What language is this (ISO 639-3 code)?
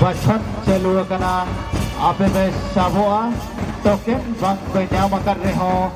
sat